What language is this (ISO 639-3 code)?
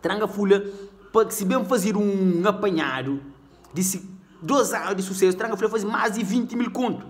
kea